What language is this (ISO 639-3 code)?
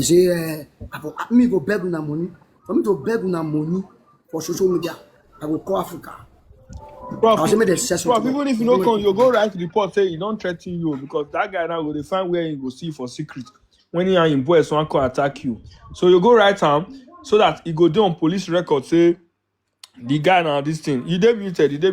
pcm